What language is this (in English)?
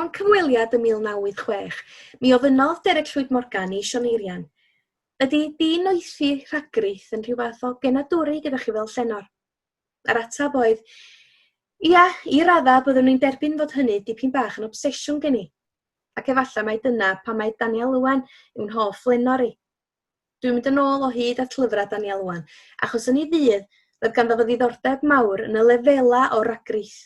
Welsh